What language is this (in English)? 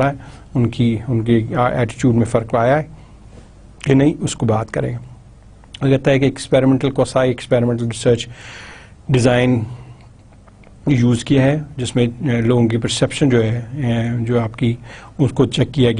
Urdu